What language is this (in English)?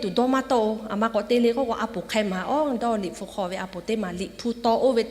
Lahu